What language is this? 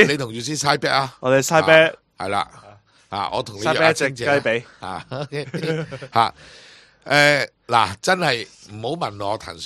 Cantonese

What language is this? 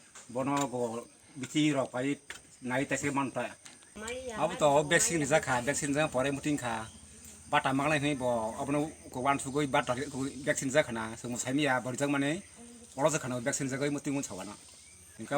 Kok Borok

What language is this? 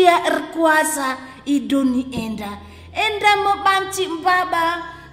Batak Karo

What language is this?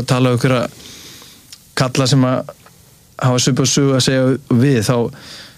Icelandic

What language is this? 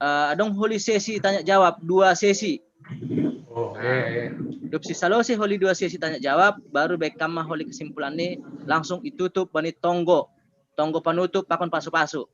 Batak Simalungun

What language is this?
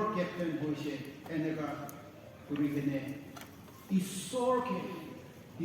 Naga Pidgin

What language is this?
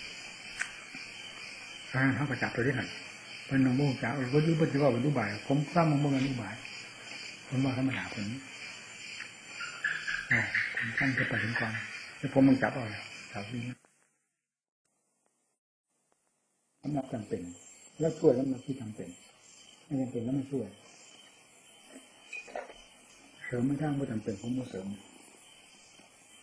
Thai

